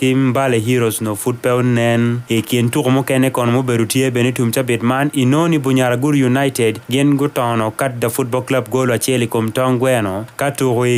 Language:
Acoli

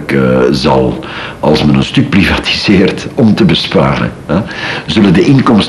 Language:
Dutch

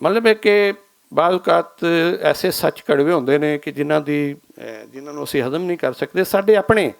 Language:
Western Panjabi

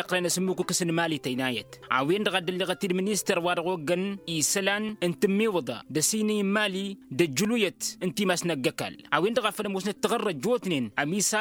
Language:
Tamasheq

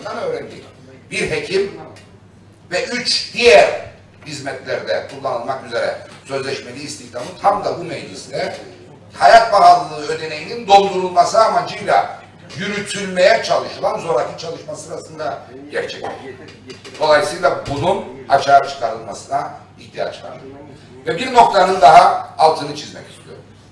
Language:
Turkish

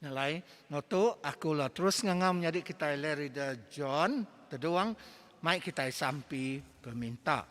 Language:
Iban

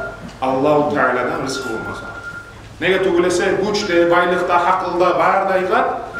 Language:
Kumyk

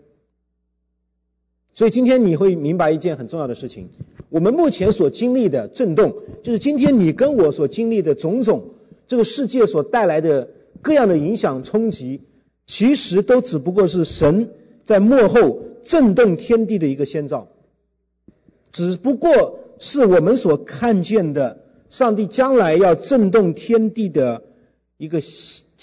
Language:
Chinese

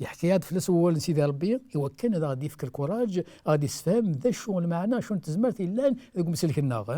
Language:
Kabyle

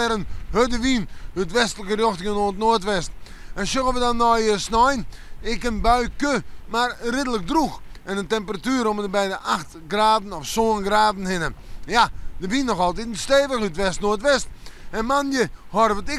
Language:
Western Frisian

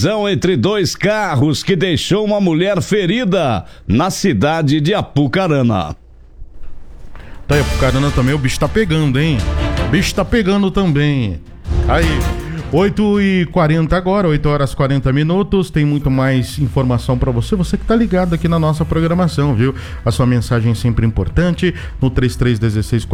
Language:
Portuguese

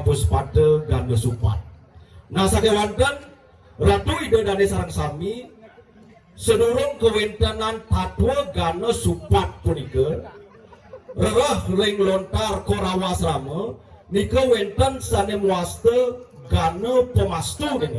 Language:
Balinese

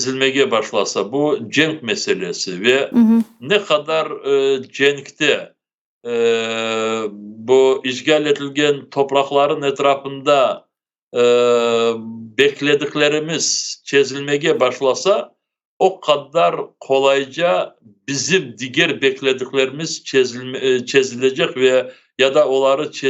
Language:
Crimean Tatar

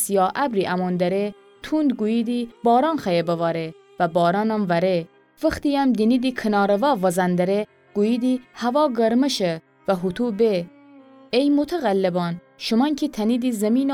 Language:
Gilaki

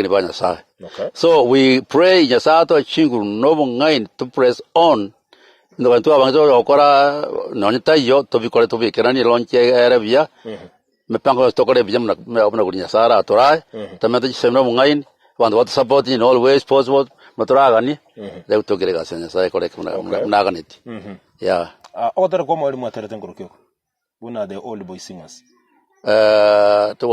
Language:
Gusii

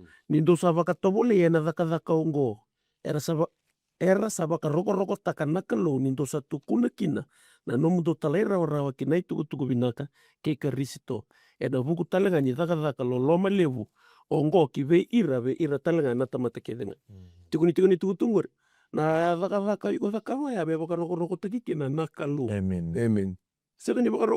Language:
Fijian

